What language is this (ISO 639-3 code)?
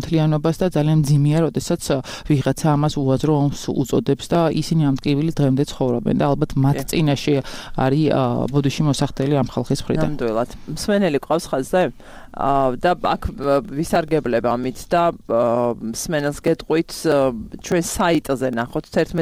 kat